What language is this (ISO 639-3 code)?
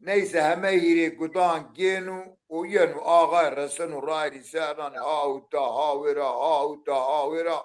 zza